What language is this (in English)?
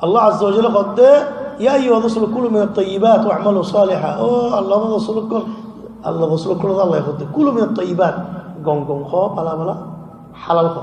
Rohingya